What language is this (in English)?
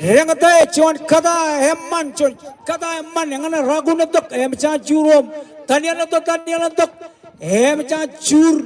Marshallese